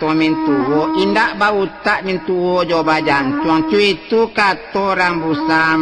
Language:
Minangkabau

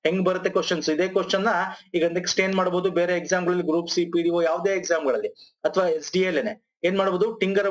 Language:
Kannada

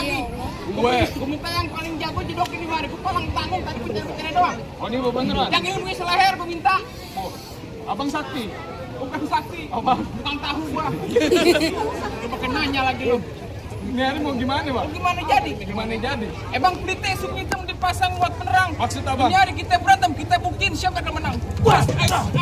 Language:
Betawi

